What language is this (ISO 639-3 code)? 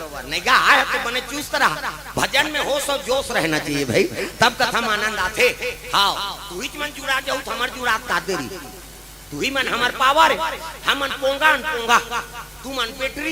hne